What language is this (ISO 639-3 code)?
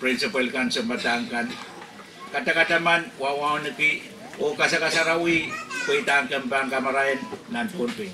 pon